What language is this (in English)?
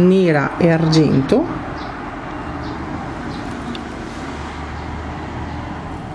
Italian